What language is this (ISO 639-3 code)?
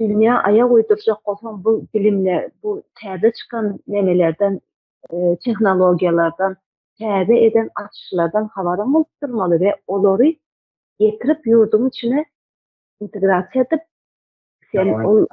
tuk